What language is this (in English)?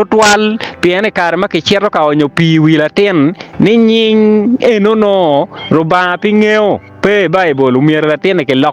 Acoli